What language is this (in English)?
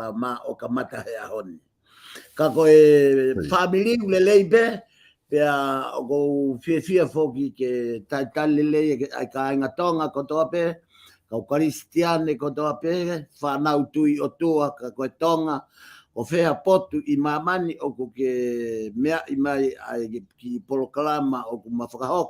Tongan